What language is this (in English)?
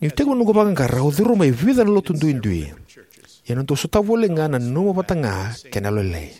Fijian